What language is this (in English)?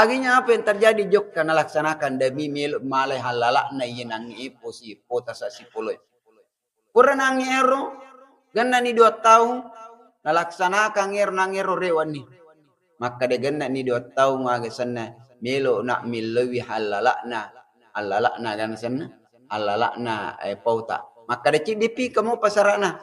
Buginese